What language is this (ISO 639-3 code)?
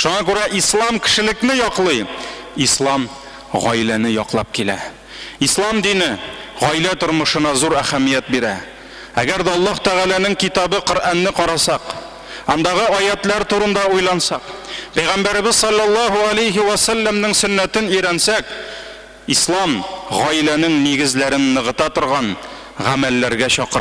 tat